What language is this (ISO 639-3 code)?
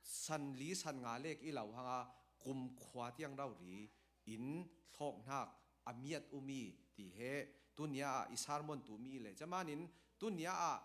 cfm